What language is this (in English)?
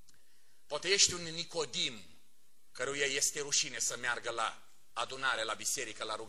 Romanian